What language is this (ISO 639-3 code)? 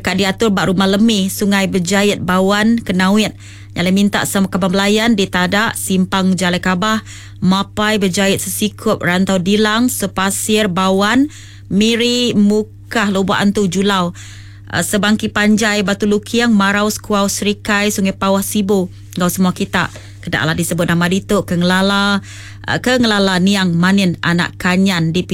iba